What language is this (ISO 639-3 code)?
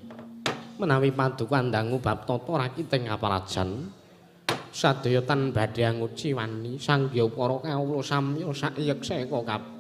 jav